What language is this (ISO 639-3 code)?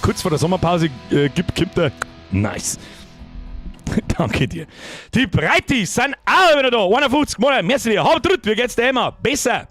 bar